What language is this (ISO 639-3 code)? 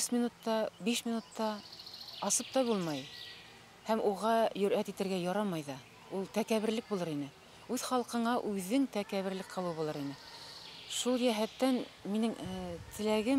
bak